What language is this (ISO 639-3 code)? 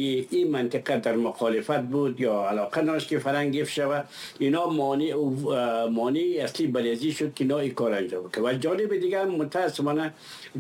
fas